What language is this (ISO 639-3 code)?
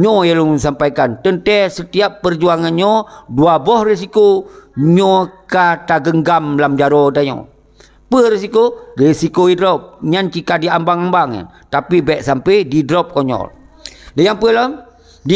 ace